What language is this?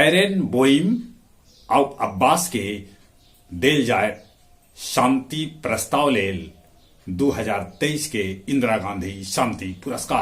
Magahi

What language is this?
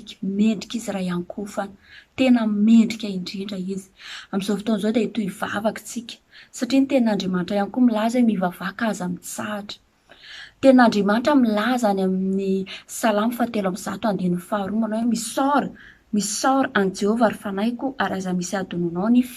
Malagasy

